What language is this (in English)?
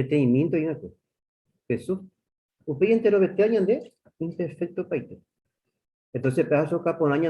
Guarani